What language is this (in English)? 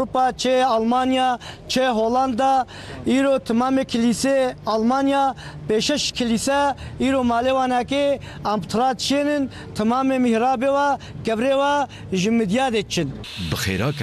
Kurdish